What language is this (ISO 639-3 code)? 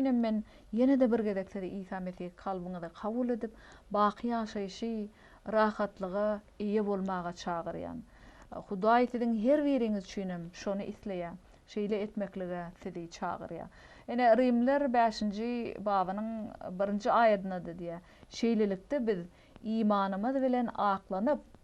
tuk